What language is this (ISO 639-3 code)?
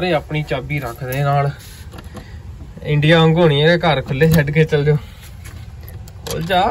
pan